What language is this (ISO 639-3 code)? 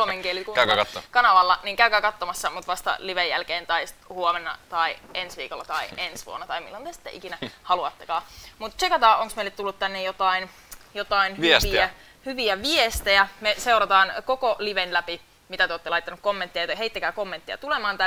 fin